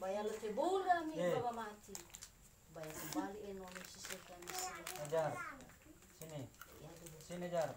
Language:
Nias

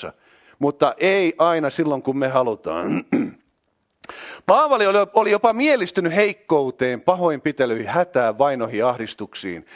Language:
Finnish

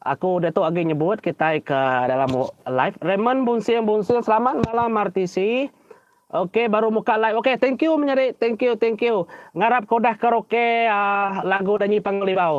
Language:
Iban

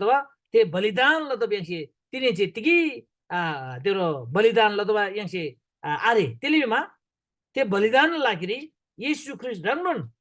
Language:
Eastern Tamang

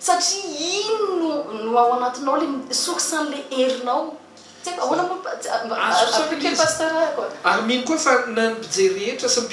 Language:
Malagasy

